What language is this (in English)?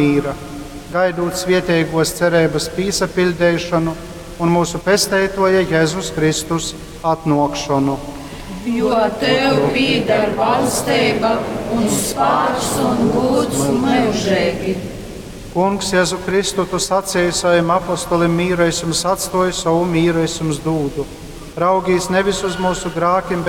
Latgalian